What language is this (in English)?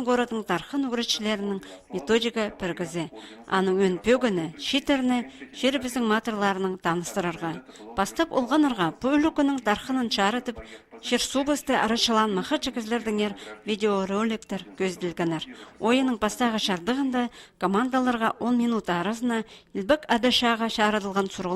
Khakas